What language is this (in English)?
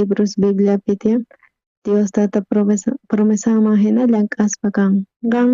South Bolivian Quechua